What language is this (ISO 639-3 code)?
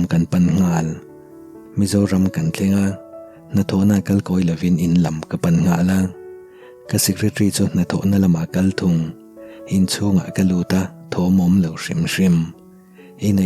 lus